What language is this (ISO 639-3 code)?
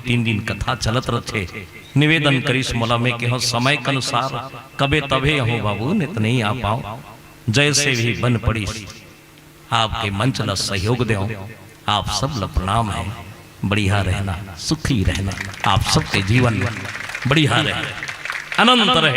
hne